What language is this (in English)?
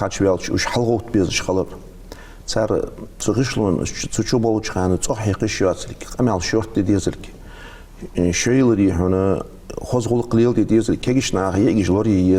Ingush